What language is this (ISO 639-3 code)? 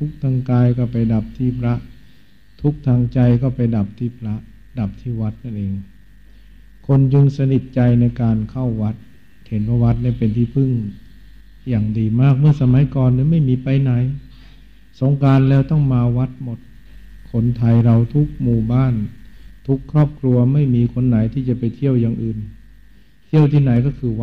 tha